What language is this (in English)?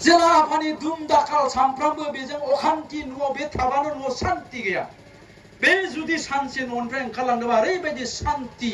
Bodo